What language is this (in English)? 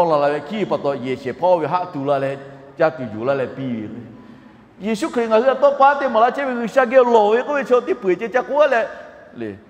Lahu